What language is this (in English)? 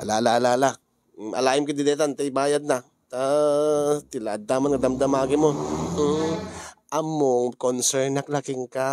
Iloko